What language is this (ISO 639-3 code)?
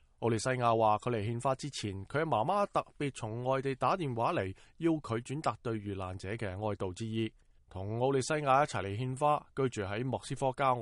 yue